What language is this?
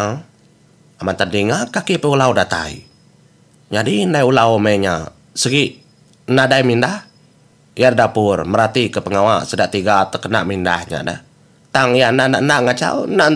Iban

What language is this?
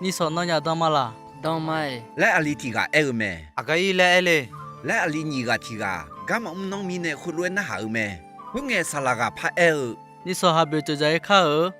Akha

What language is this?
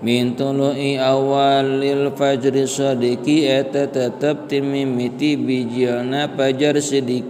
Sundanese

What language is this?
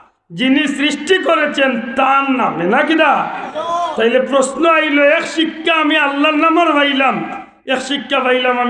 Sylheti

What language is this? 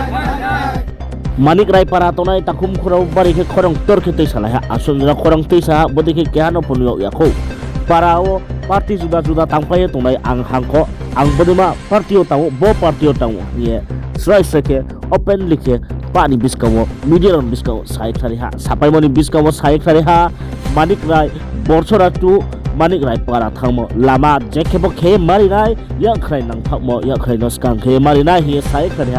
Riang (India)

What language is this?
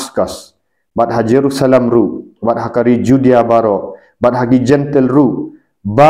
Khasi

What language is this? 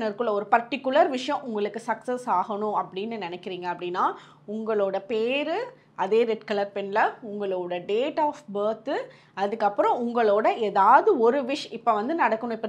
Tamil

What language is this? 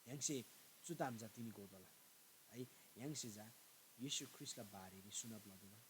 Eastern Tamang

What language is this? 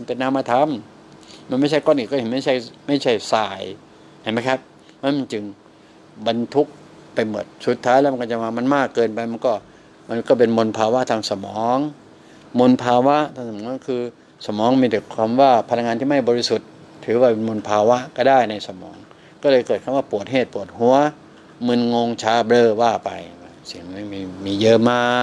Thai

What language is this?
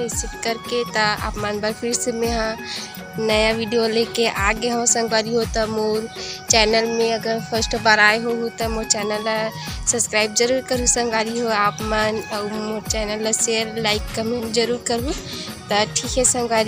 Chhattisgarhi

